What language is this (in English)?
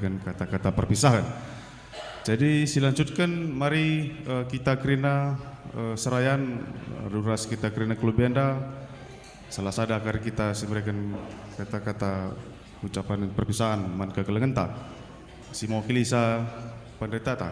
Batak Karo